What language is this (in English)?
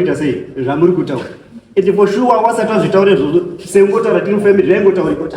Shona